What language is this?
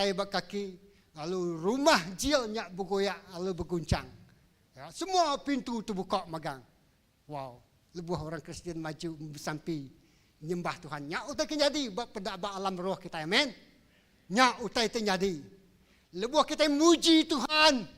Iban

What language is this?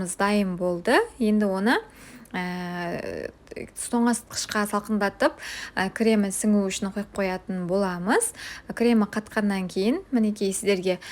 Kazakh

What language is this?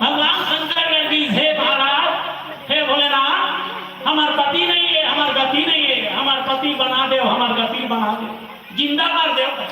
Chhattisgarhi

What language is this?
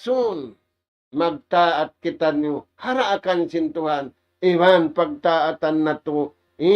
Tausug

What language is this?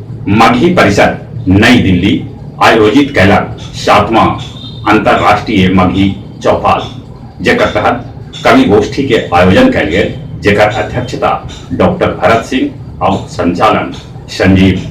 Magahi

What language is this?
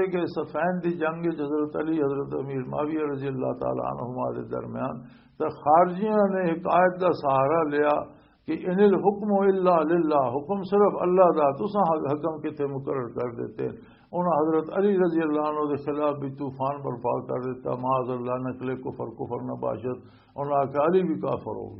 Western Panjabi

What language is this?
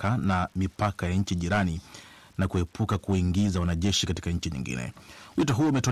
Swahili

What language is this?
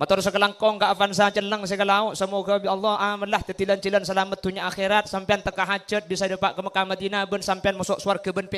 Madurese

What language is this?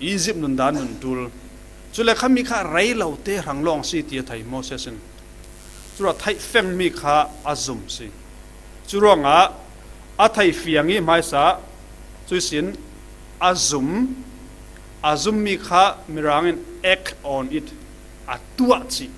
Falam Chin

